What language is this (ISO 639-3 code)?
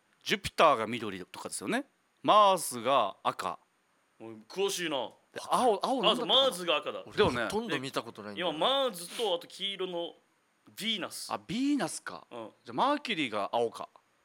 jpn